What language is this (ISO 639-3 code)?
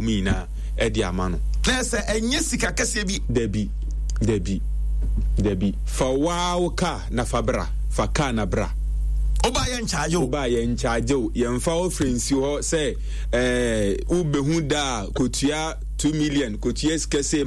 aka